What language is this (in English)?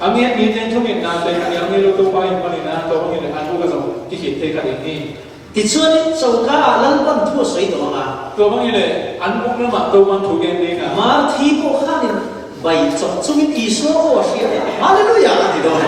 Falam Chin